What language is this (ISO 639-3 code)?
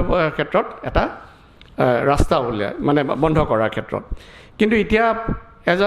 asm